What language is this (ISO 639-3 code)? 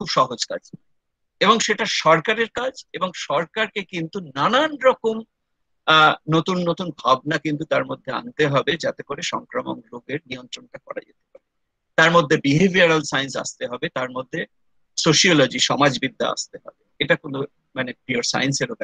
ben